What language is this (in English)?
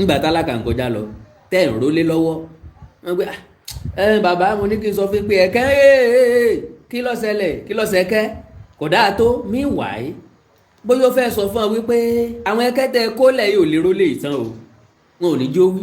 Yoruba